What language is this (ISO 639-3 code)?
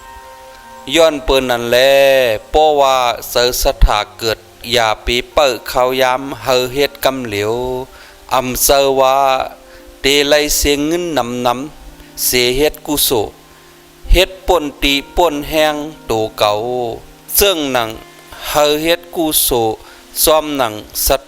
shn